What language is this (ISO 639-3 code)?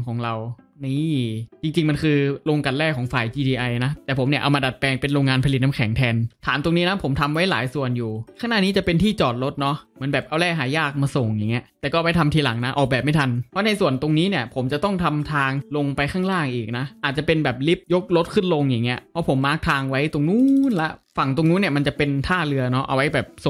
tha